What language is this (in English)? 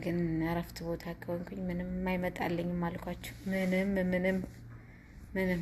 Amharic